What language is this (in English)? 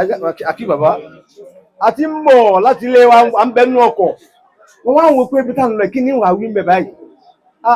Yoruba